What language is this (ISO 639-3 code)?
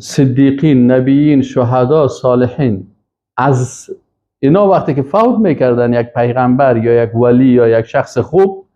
fas